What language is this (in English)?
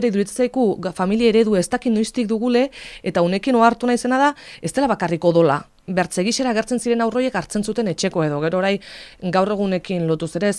Basque